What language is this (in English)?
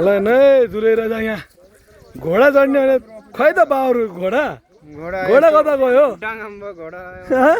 Nepali